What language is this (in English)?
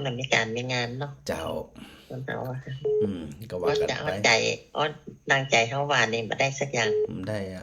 Northern Thai